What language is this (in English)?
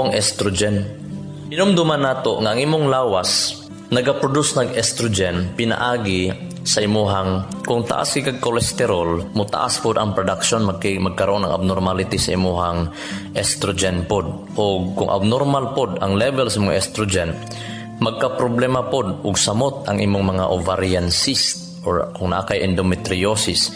Cebuano